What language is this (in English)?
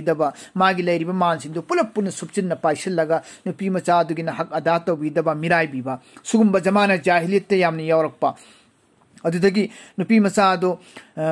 Manipuri